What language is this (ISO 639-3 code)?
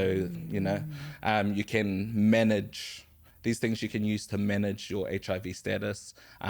mri